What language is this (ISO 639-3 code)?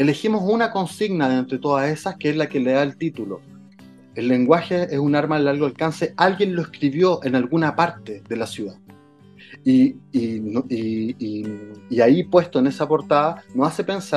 spa